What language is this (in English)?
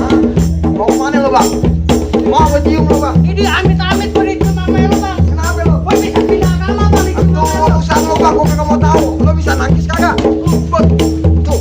Betawi